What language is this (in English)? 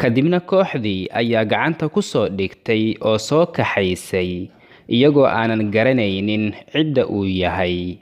Somali